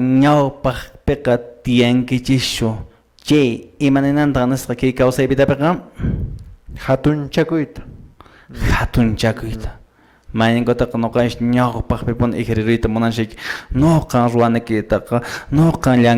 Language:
Quechua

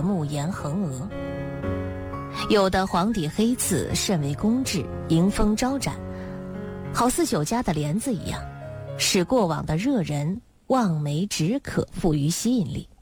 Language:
Chinese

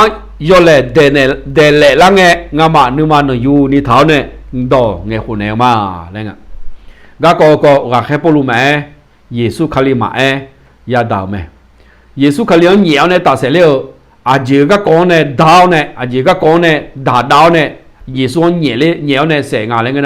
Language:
Akha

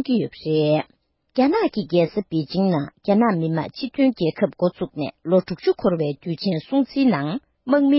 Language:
Tibetan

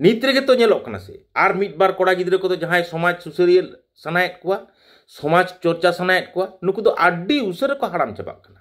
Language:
Santali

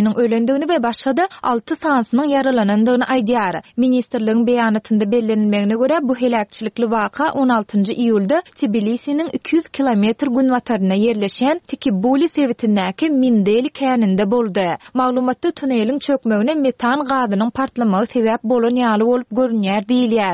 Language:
Turkmen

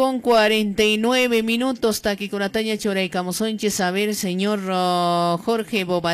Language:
Quechua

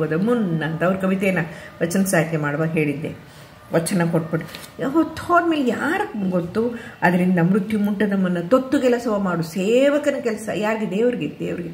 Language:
Kannada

